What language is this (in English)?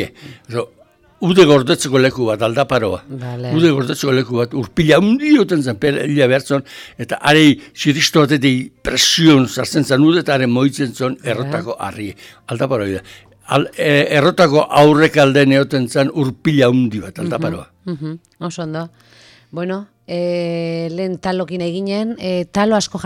Basque